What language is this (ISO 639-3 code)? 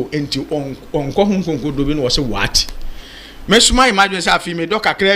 aka